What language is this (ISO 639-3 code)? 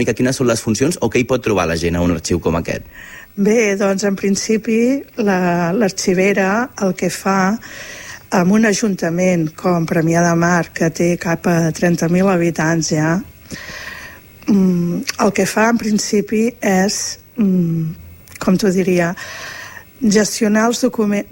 cat